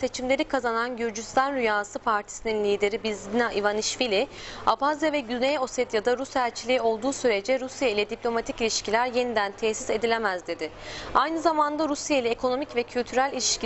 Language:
Turkish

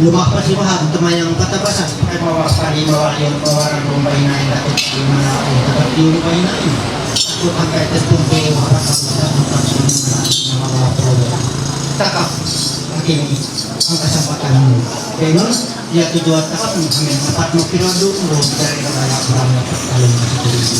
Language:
Ma'anyan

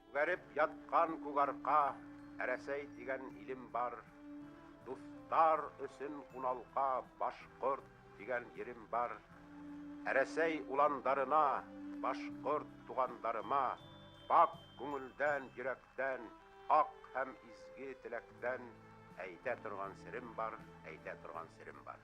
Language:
Bashkir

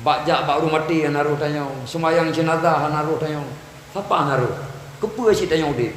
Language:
Achinese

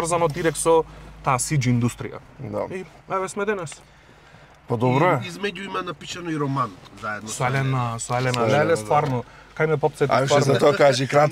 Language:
Macedonian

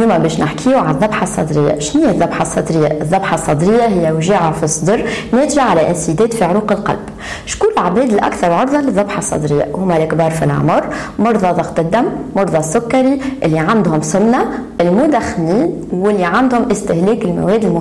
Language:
Tunisian Arabic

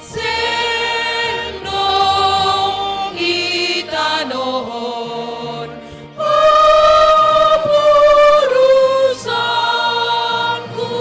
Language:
Batak Simalungun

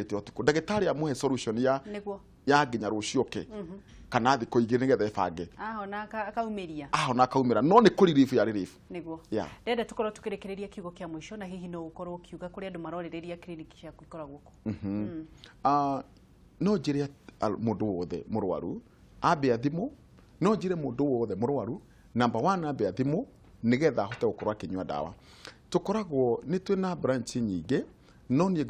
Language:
Kikuyu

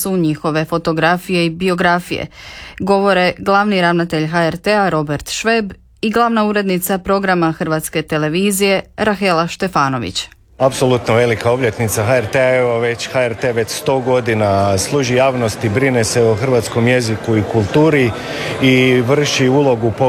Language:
Croatian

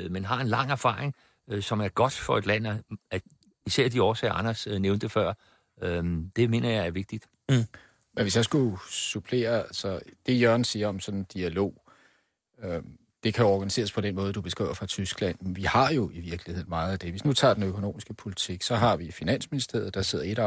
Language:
Danish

